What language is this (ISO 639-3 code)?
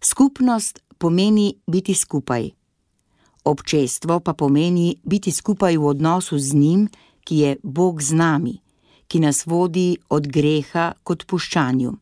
slv